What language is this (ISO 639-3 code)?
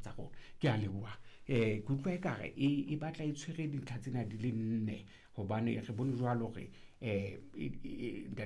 sot